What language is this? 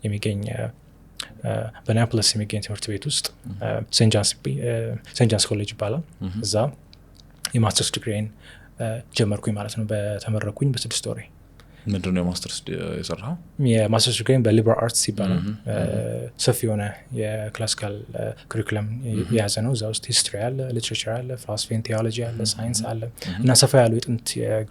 Amharic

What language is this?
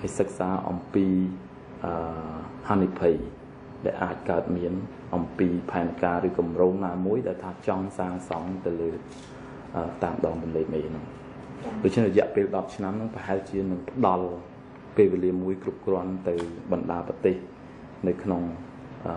Khmer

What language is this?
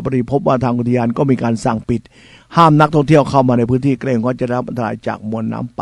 Thai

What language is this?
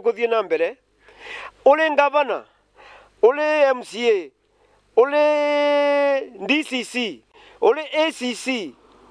Meru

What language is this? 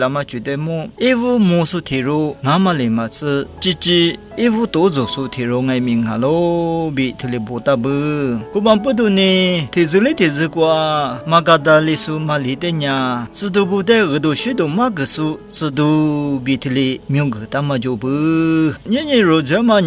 Lisu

